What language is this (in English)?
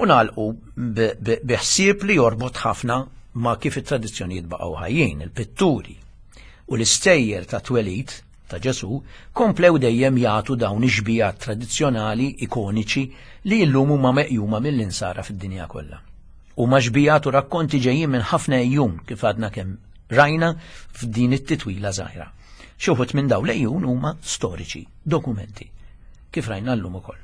Maltese